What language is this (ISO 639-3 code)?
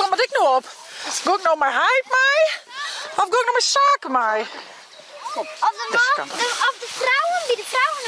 fry